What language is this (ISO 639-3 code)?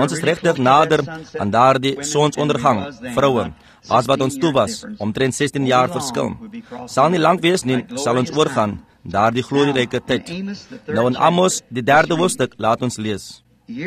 afr